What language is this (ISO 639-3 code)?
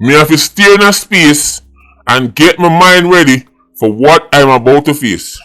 jam